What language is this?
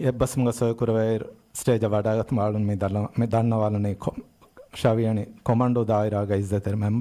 Divehi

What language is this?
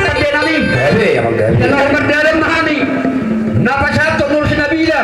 Batak Toba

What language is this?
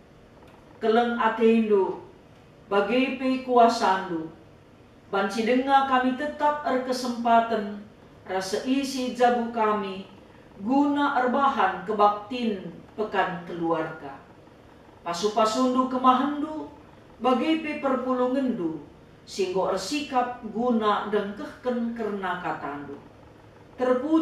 Batak Karo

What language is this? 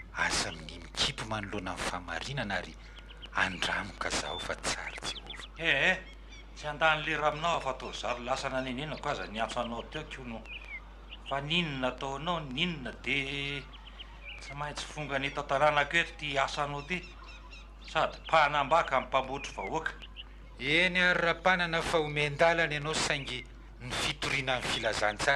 Malagasy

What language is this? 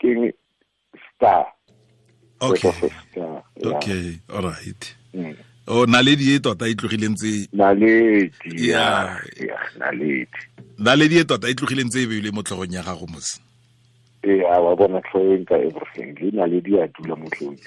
Tswana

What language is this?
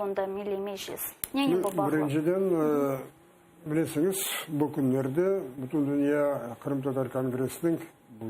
Crimean Tatar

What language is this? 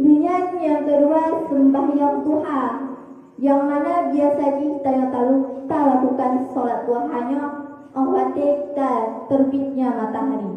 Achinese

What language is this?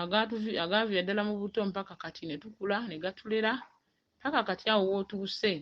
Ganda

